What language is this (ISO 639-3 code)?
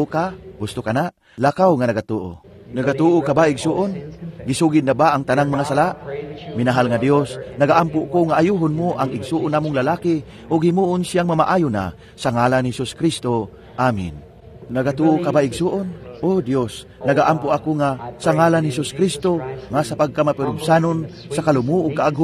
ceb